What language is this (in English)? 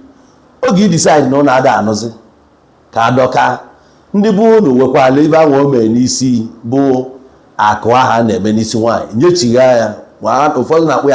Igbo